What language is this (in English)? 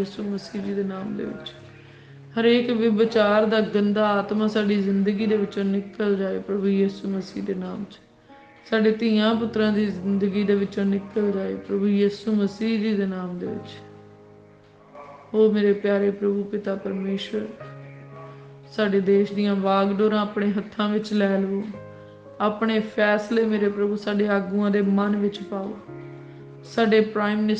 Punjabi